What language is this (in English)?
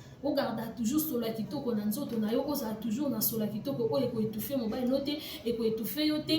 Lingala